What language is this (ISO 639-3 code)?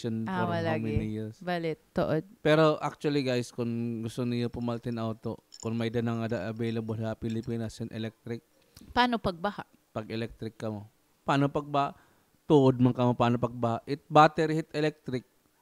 war